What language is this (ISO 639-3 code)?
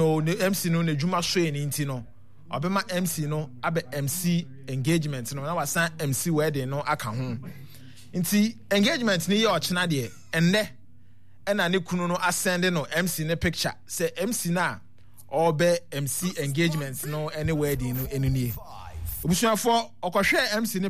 aka